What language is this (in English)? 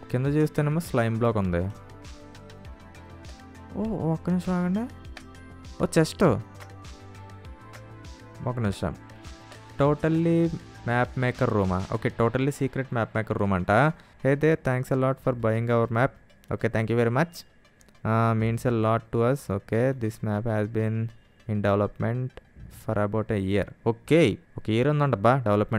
Telugu